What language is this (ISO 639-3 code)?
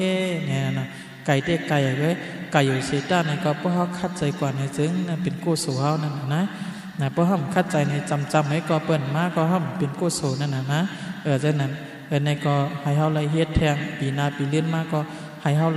shn